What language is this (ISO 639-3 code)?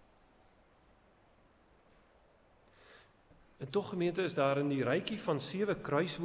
afr